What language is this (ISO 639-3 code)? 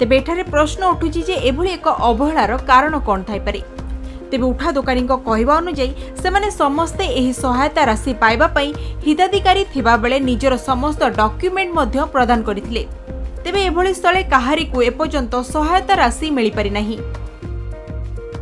ori